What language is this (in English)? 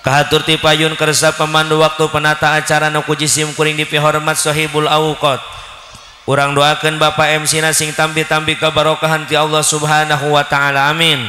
Sundanese